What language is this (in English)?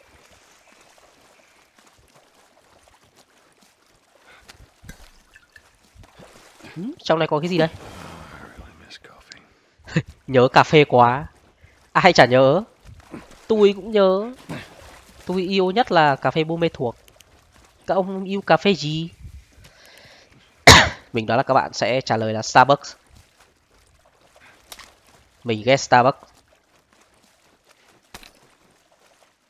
Vietnamese